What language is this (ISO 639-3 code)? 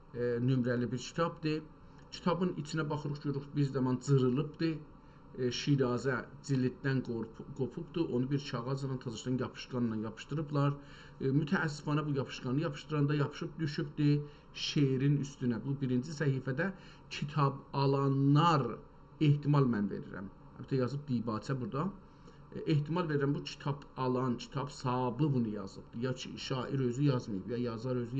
azb